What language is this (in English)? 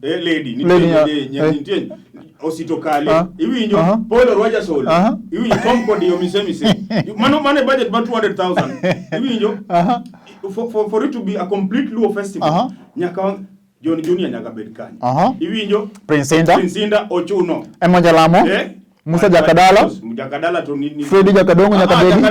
Luo (Kenya and Tanzania)